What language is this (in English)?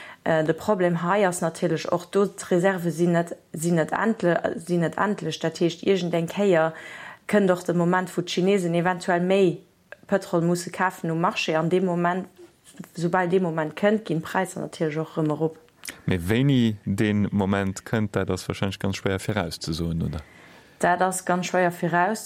Luxembourgish